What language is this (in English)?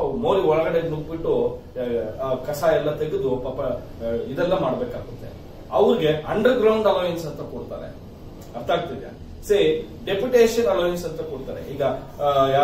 Kannada